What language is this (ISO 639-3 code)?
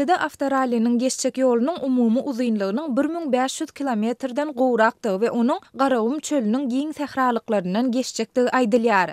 tuk